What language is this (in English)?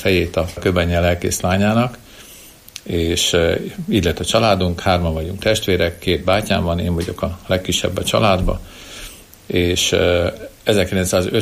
Hungarian